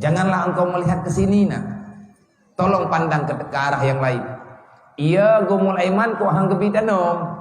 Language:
Achinese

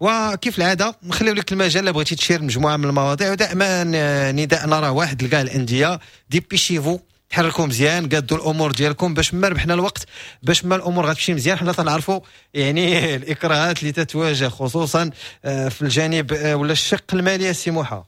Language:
Moroccan Arabic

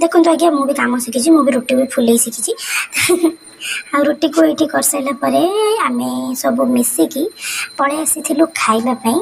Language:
Odia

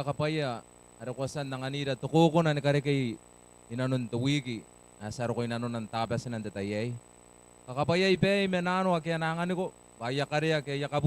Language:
Gilbertese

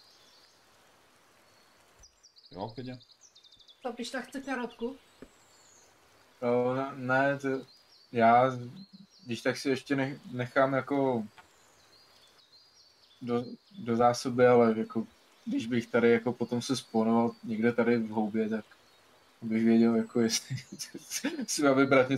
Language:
Czech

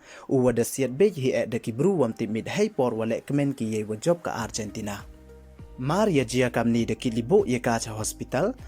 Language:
Pnar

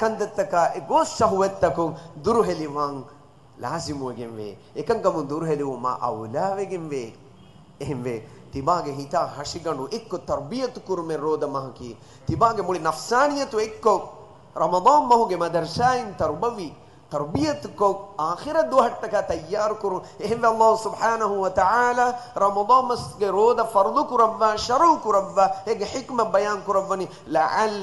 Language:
Divehi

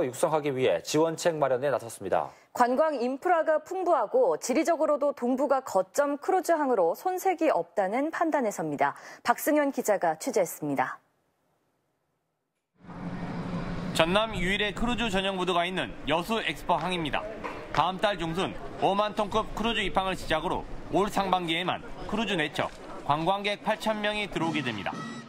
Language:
Korean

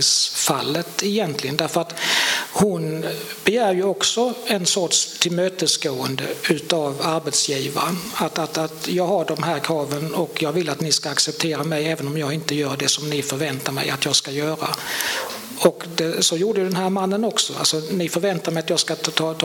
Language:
Swedish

